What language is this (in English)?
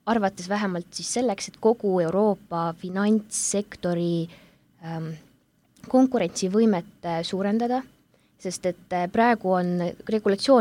Estonian